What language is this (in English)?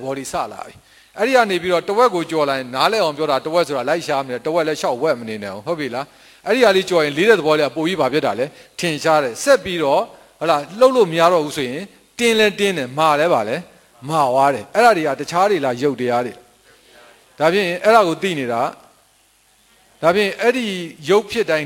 Burmese